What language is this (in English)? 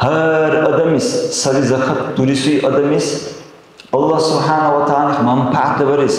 Dargwa